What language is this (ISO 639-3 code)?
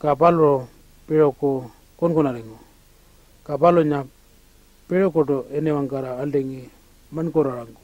pjt